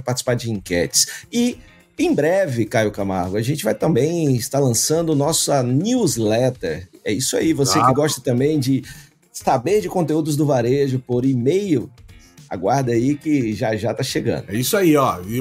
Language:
Portuguese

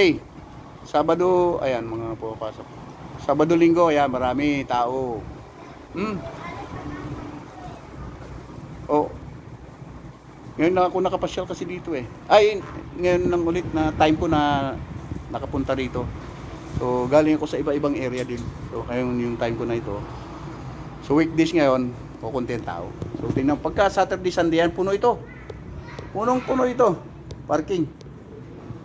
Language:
Filipino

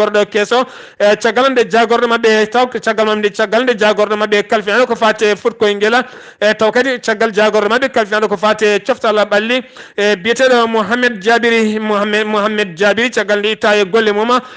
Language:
Fula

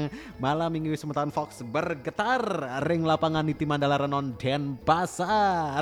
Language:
Balinese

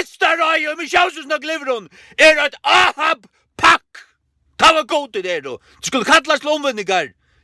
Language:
Faroese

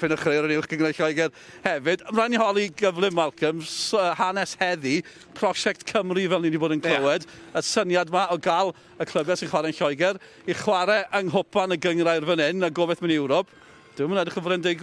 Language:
Welsh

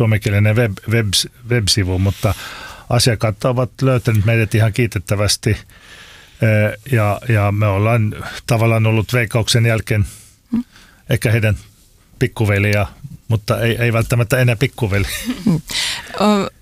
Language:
Finnish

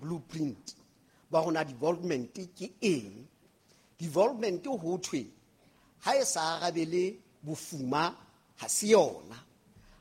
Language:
Southern Sotho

